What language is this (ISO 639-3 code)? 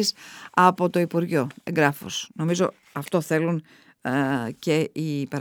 ell